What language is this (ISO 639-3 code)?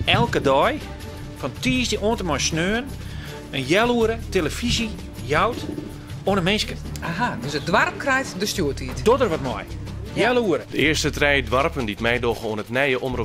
fry